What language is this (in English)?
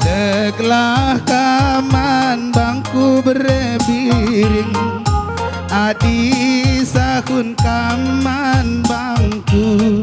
Batak Karo